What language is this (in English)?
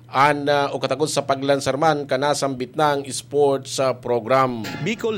Bikol